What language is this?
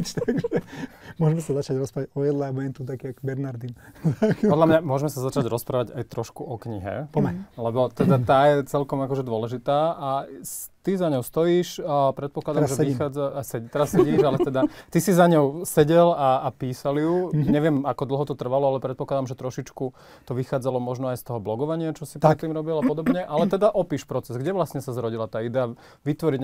Slovak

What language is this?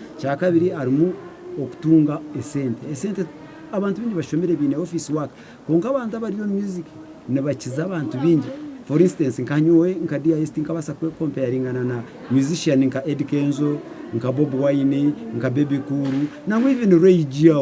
Nyankole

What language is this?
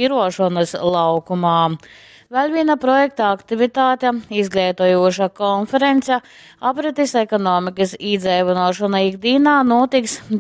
Latgalian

